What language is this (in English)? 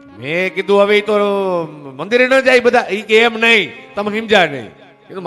Gujarati